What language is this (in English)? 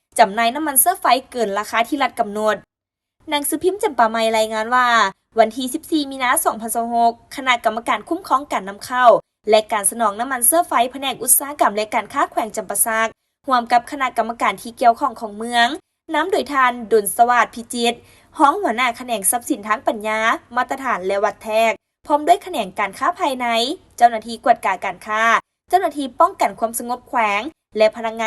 Lao